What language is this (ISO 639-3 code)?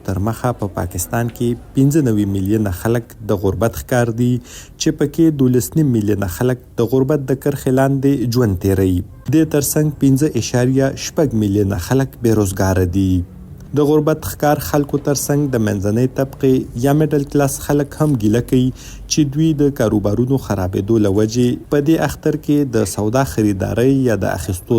pus